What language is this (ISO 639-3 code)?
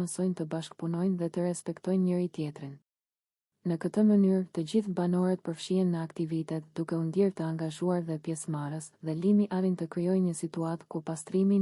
sqi